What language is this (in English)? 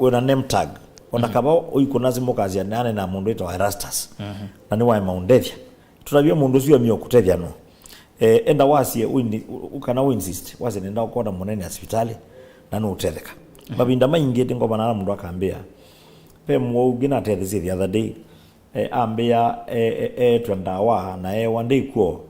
Kamba